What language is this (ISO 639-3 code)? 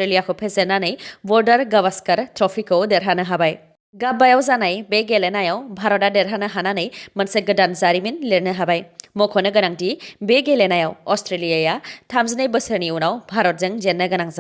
brx